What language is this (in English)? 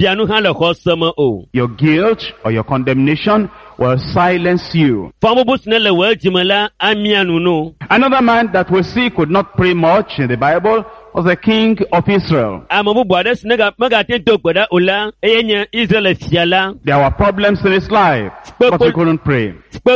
Ewe